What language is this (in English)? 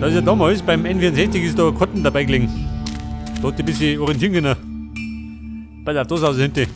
Bavarian